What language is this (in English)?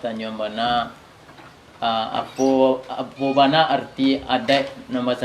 Minangkabau